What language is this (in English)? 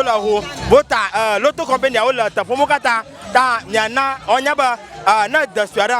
Ewe